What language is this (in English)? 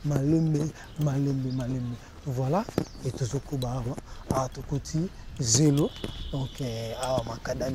Lingala